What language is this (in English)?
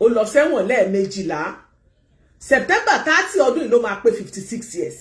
Yoruba